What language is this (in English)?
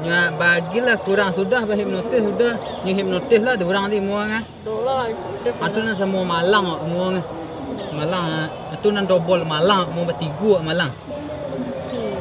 Minangkabau